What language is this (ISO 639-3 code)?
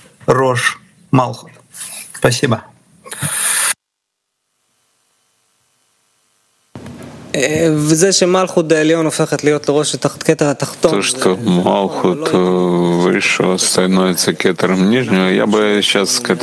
rus